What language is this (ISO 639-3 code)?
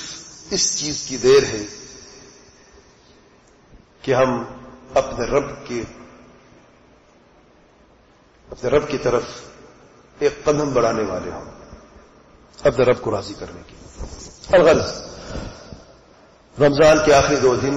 urd